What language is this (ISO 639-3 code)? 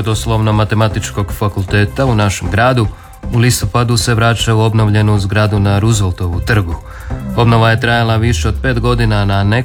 hrv